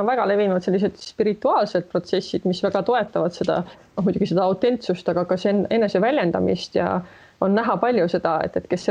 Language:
Estonian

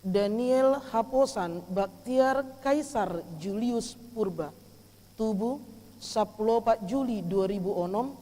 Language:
Batak Toba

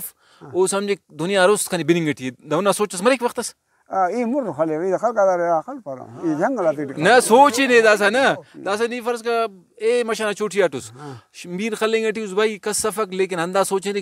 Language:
Brahui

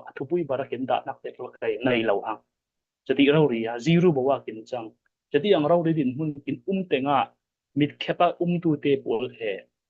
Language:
Falam Chin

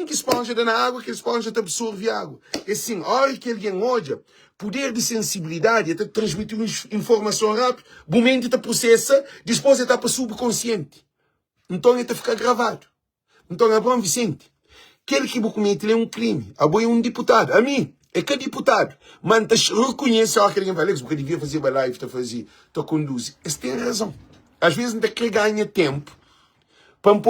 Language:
Kabuverdianu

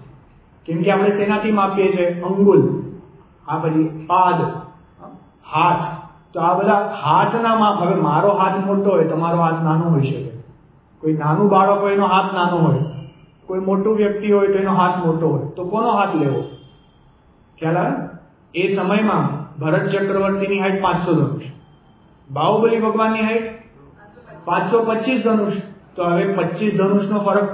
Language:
Gujarati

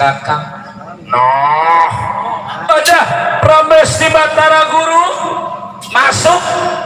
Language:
Betawi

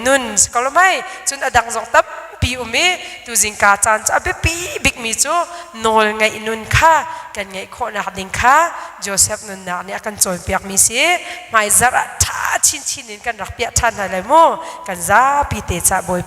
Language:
Hakha Chin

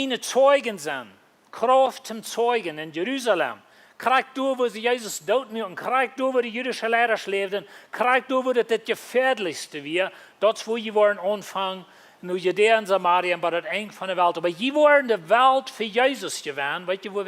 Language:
Plautdietsch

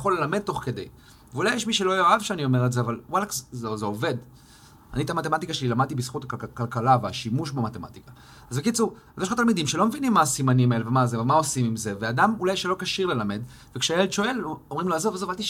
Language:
Hebrew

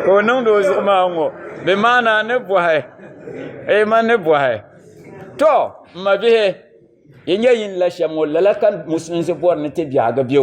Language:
Dagbani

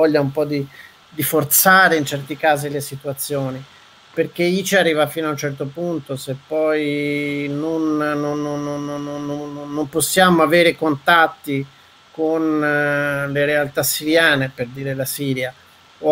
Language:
Italian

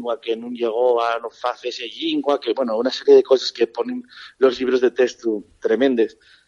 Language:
Asturian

